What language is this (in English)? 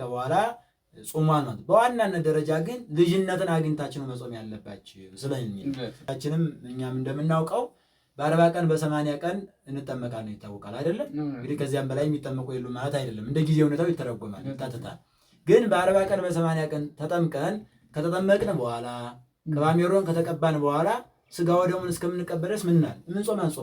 Amharic